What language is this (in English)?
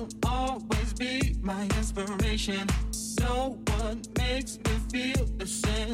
Spanish